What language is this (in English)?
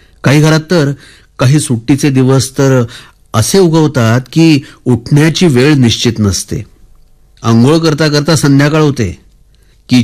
Marathi